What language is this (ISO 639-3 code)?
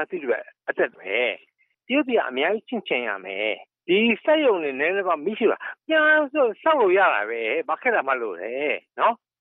mya